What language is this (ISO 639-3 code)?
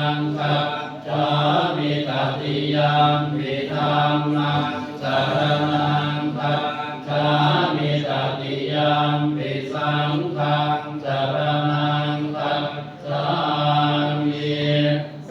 pli